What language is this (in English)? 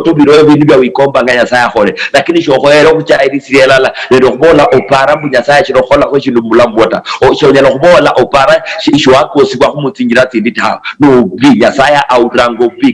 Luyia